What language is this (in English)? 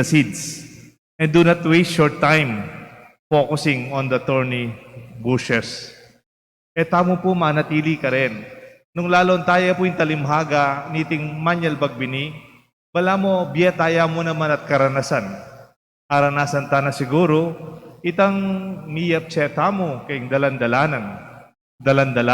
Pampanga